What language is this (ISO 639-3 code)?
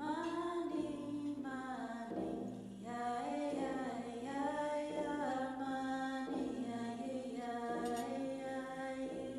iku